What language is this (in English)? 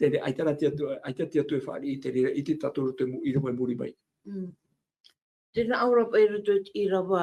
Tahitian